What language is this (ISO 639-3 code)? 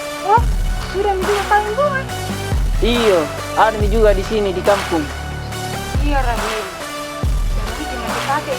mfp